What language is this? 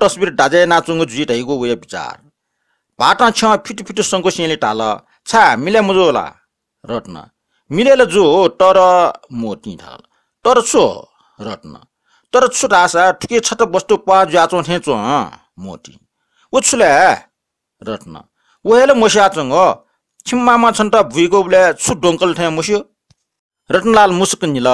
Newari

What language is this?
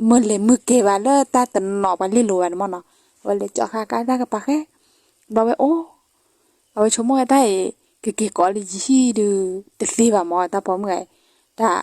S'gaw Karen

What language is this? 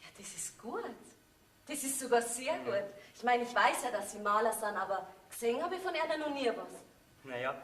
Bavarian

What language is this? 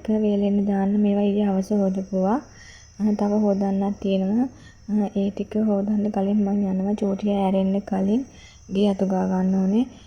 Sinhala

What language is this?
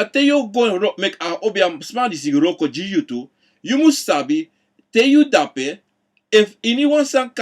Sranan Tongo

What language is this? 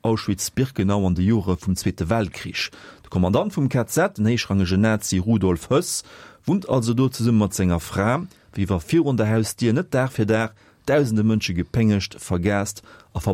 Luxembourgish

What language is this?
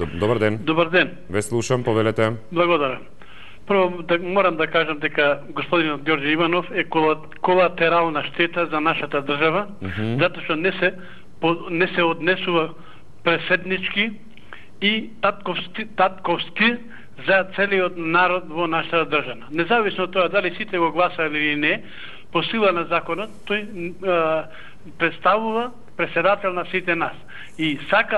Macedonian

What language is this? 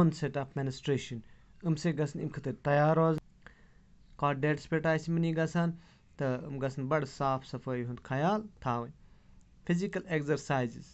Kashmiri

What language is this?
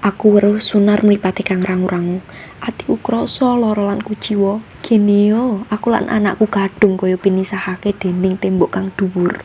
Javanese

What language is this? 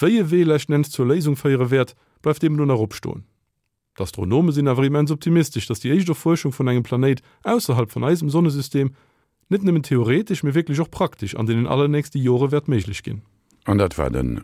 Luxembourgish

